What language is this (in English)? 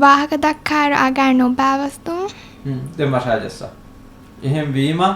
Divehi